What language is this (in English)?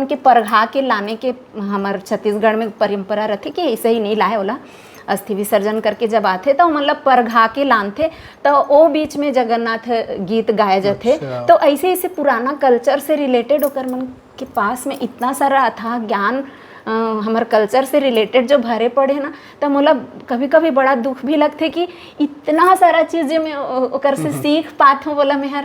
Chhattisgarhi